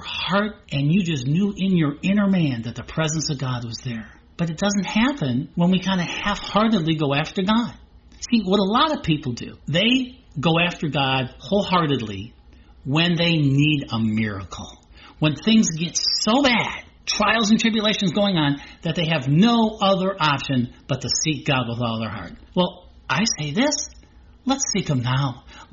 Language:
English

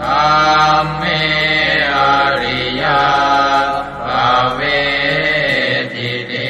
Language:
Pali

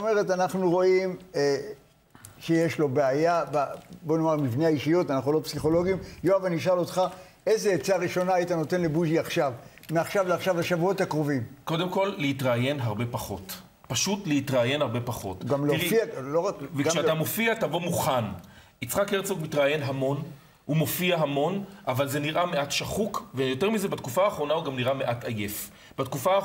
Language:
Hebrew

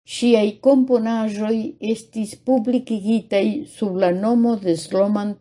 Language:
Esperanto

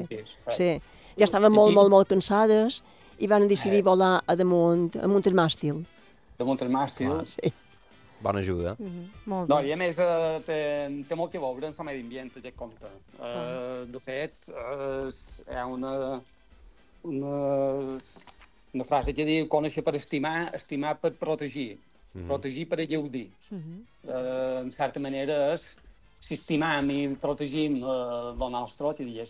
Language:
Catalan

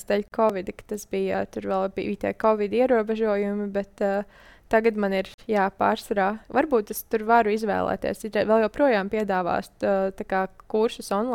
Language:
Latvian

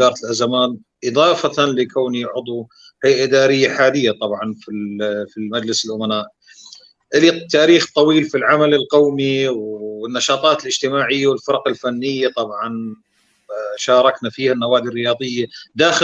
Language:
North Levantine Arabic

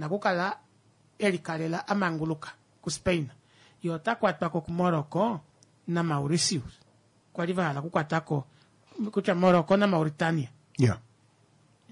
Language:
Kuanyama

